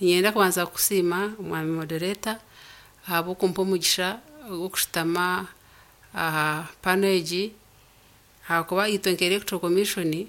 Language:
Nyankole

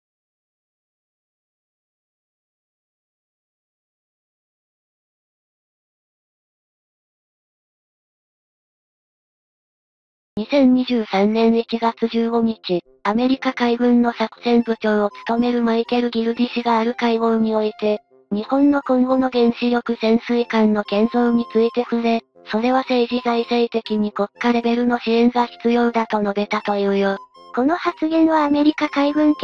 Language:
Japanese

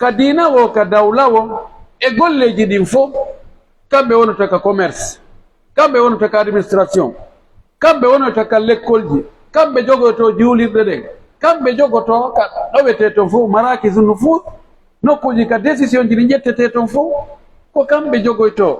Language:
Pular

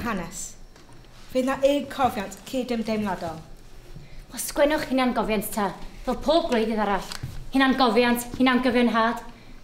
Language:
Welsh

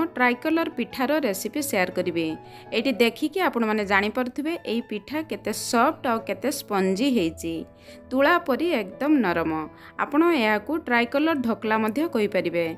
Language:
Odia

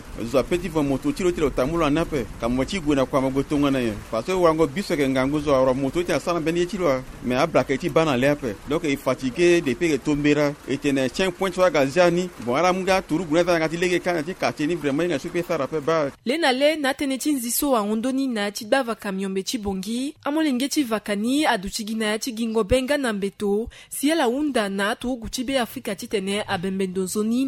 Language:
Sango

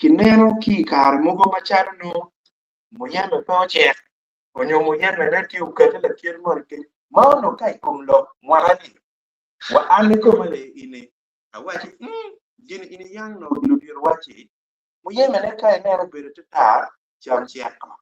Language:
Acoli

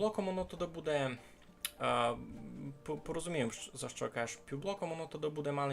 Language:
Rusyn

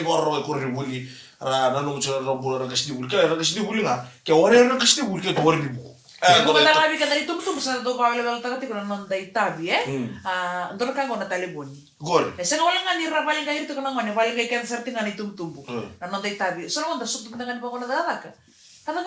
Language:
Fijian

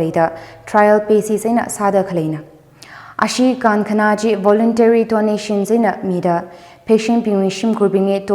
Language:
Tangkhul Naga (India)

